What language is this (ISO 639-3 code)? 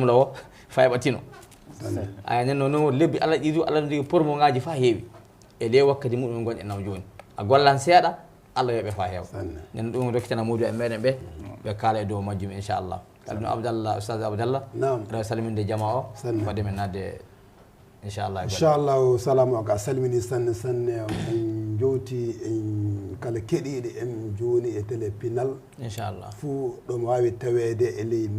ful